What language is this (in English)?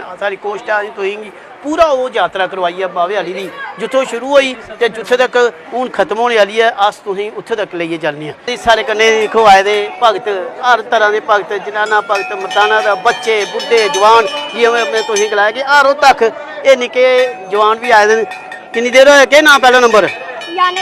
Dogri